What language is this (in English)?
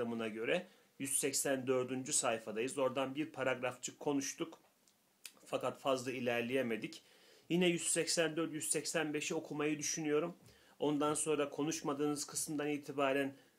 Turkish